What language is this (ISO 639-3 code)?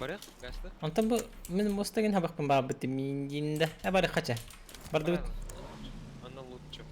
sah